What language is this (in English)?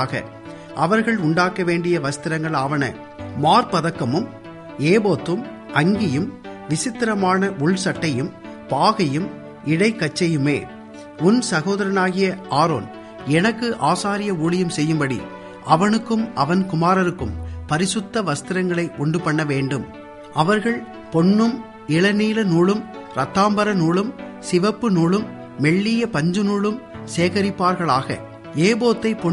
Tamil